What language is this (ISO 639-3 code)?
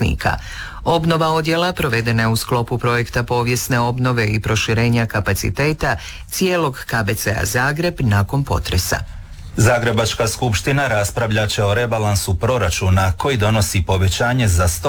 hrv